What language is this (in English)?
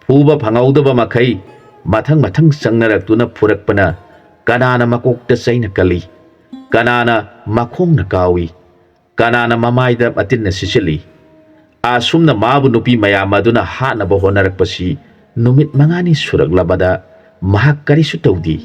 Manipuri